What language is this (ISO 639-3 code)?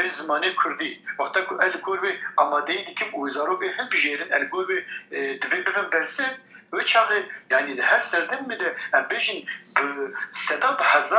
kur